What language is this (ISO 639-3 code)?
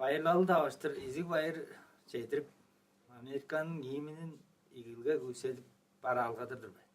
tyv